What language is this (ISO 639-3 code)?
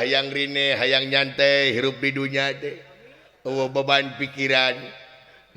sun